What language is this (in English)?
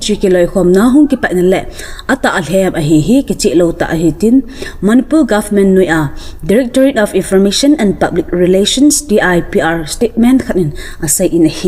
Thado Chin